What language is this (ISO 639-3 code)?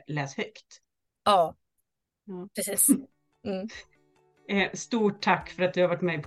swe